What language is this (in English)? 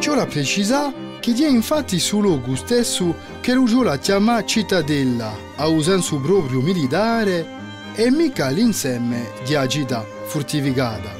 Corsican